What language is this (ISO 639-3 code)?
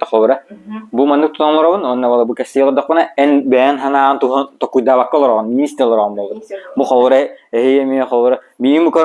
sah